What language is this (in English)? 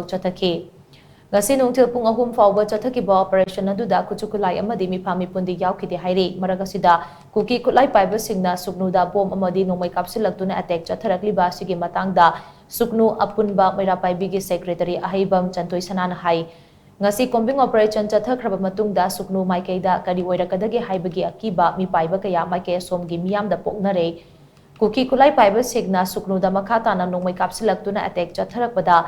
Manipuri